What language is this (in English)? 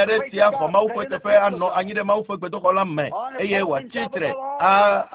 Ewe